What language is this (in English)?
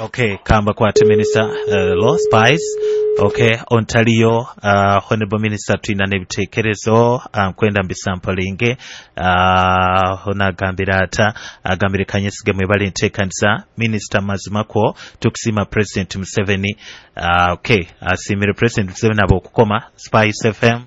Nyoro